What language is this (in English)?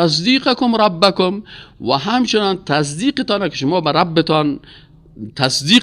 Persian